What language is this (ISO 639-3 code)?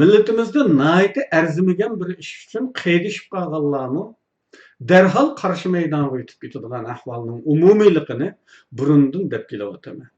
uig